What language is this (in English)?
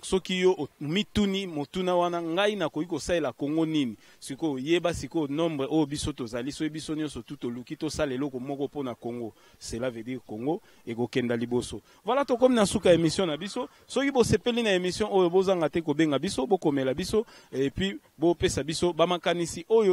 Lingala